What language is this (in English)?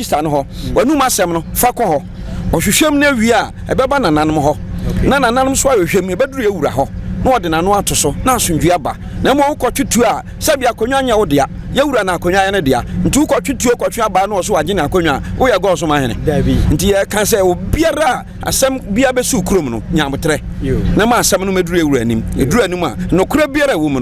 Akan